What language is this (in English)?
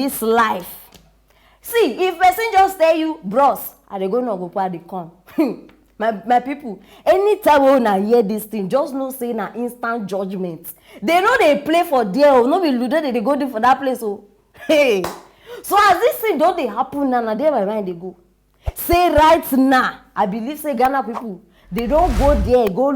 Nigerian Pidgin